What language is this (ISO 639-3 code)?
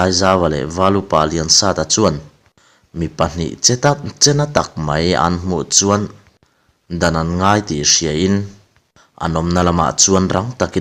lus